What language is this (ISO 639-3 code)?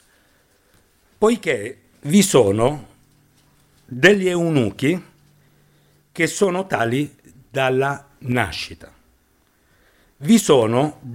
ita